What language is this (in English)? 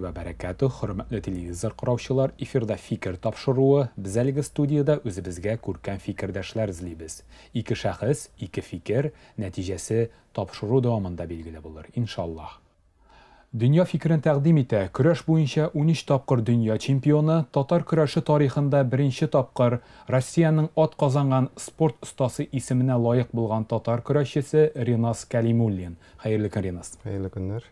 Tatar